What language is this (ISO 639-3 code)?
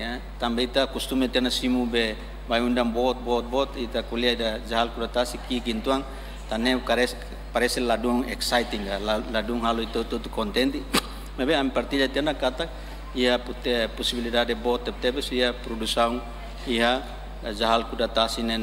tet